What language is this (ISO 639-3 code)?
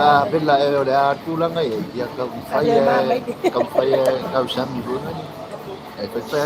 smo